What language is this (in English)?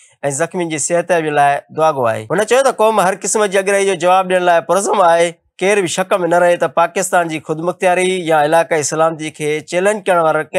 Sindhi